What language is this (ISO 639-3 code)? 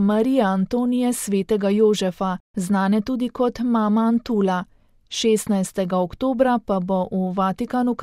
slv